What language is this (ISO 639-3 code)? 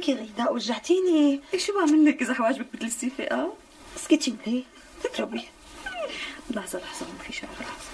apc